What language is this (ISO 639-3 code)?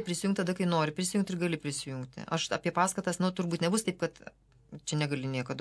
lit